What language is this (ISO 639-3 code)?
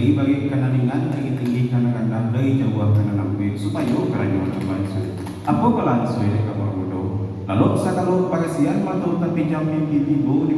min